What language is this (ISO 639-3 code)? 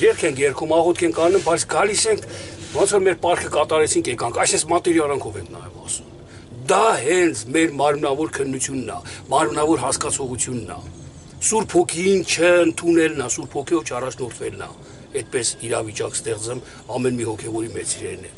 hye